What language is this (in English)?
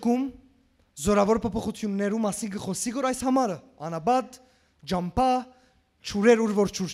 Western Armenian